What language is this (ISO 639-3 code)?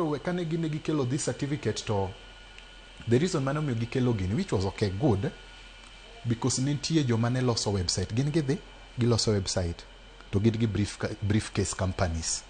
luo